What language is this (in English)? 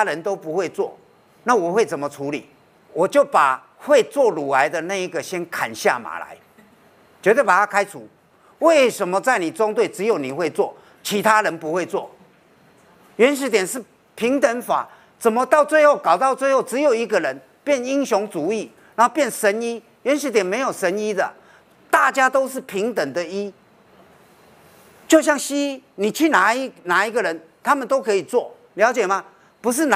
Chinese